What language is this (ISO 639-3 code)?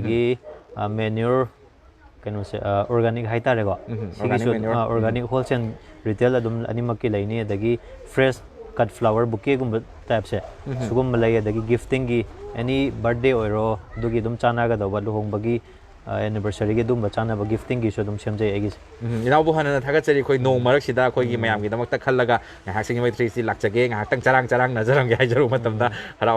mni